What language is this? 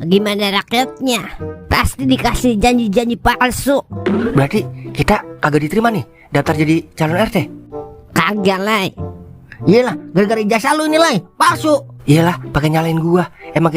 Betawi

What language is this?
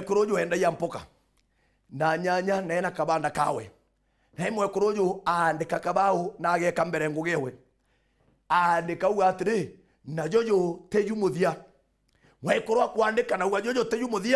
Meru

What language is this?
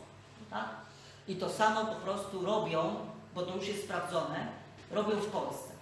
Polish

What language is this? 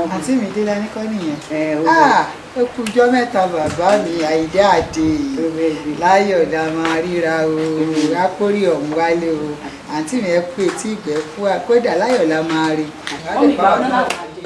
Yoruba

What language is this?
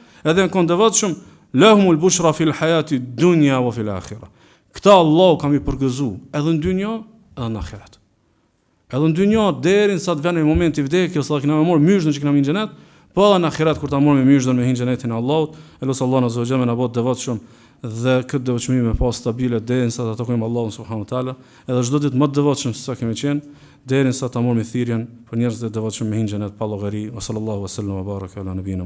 Albanian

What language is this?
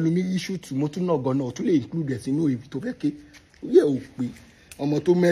Yoruba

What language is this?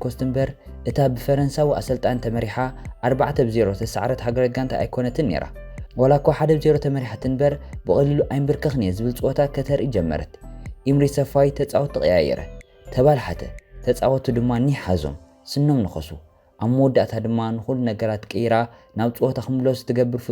Tigrinya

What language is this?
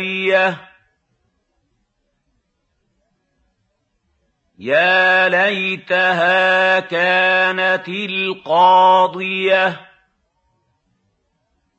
Arabic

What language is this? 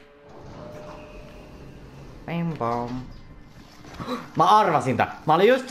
Finnish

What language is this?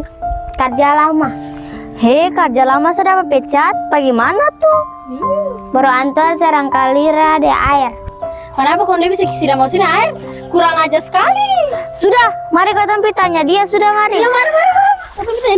Ambonese Malay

